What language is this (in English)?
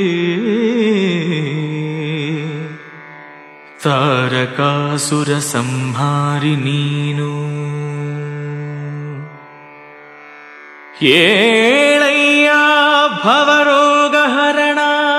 Kannada